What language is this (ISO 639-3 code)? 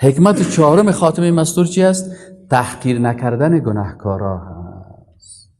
fas